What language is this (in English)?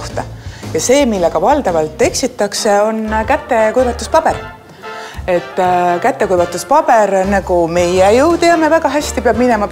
Estonian